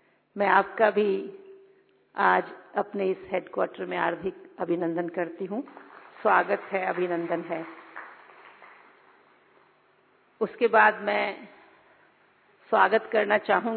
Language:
Hindi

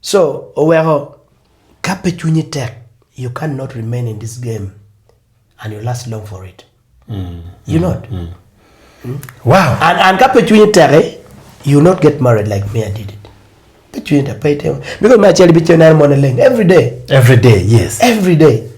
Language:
Acoli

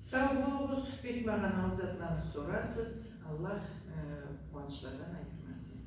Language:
Karachay-Balkar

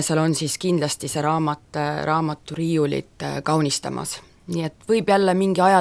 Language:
Estonian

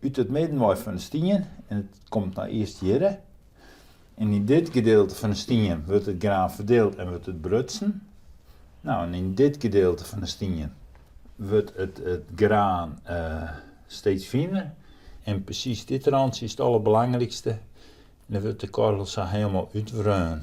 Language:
Western Frisian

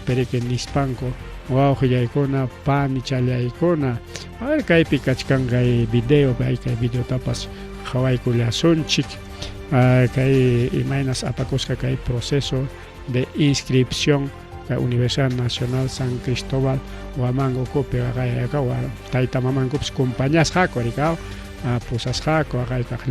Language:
Ayacucho Quechua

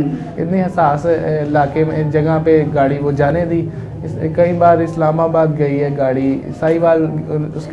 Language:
Urdu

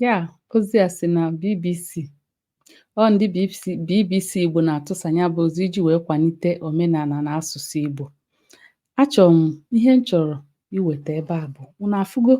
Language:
Igbo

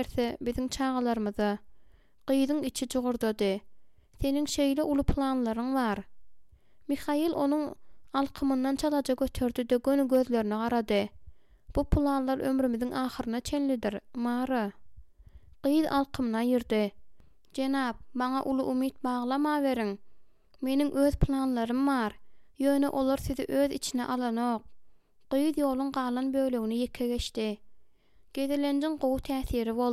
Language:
Turkmen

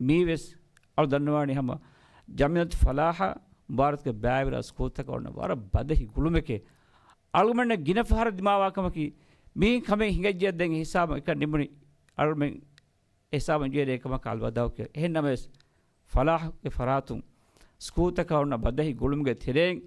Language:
Divehi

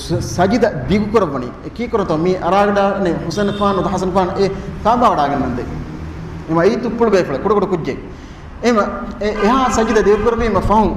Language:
Divehi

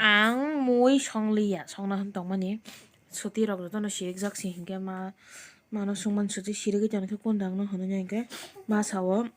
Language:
Kok Borok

